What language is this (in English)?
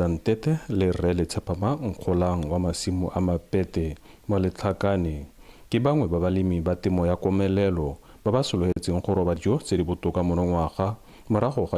Tswana